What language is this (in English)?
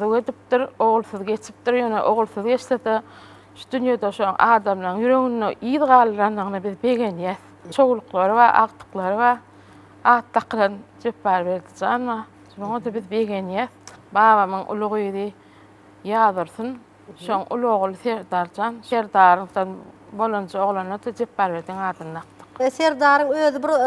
Turkmen